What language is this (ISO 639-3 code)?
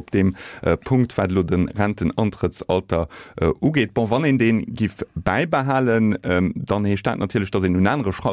ltz